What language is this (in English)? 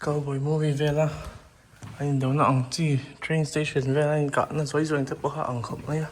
Mizo